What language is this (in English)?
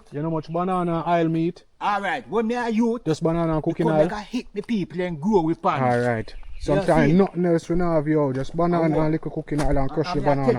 Jamaican Creole English